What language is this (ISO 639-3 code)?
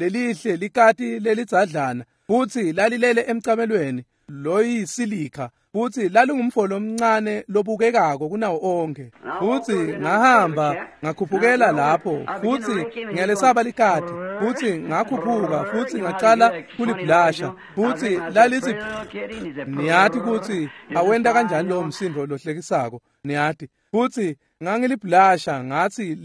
ssw